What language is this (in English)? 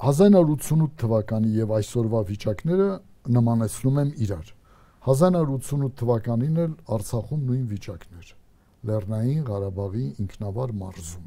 Armenian